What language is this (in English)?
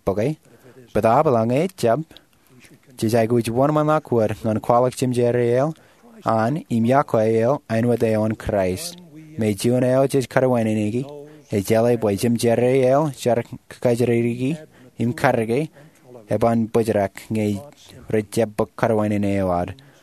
Marshallese